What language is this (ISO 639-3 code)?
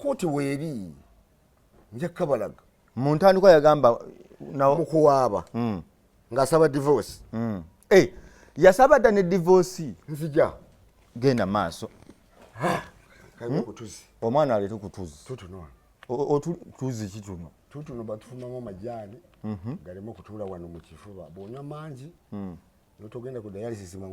lug